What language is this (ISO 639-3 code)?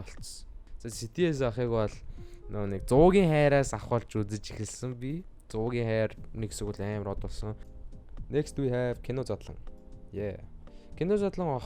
mon